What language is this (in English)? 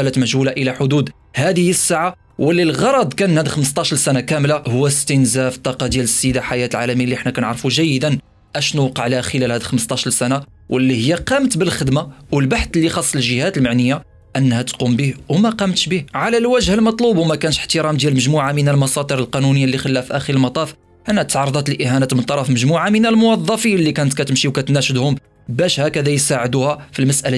Moroccan Arabic